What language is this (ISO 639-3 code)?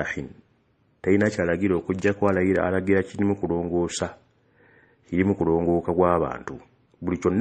lug